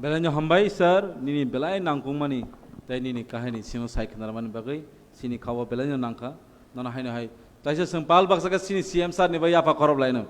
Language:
Kok Borok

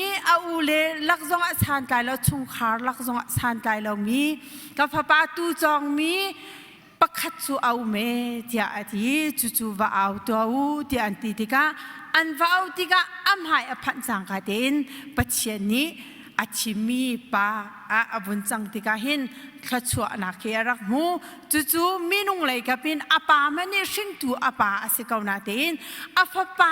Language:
Hakha Chin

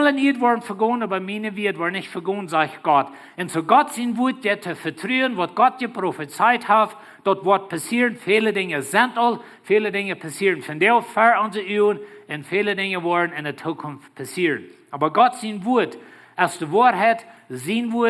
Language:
Plautdietsch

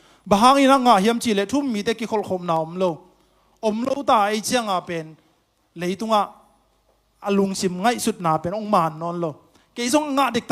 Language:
Tedim Chin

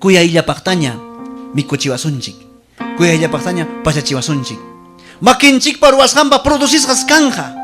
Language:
Ayacucho Quechua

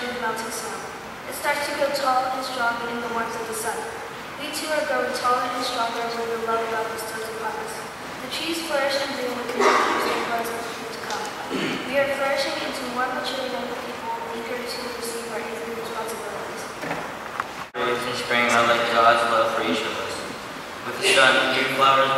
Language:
English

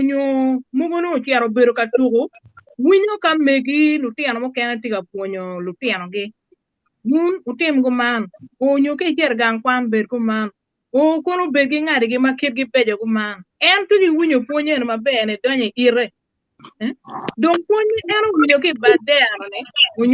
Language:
Acoli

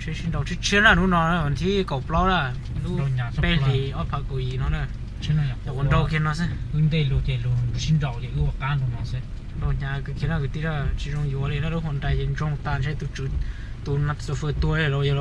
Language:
Hmong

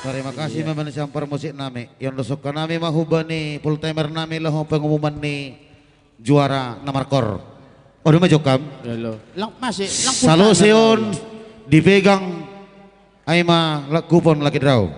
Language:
Batak Simalungun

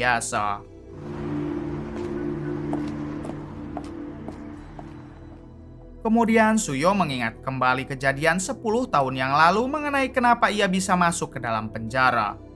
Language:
Indonesian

